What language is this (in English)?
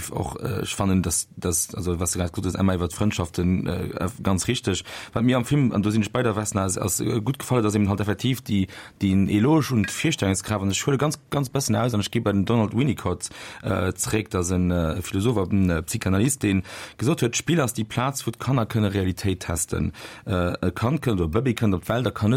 Luxembourgish